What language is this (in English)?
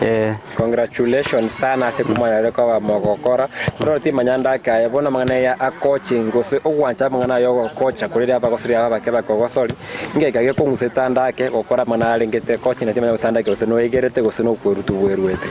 Gusii